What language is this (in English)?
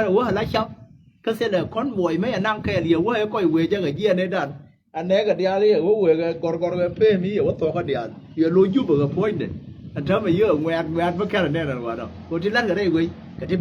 Nuer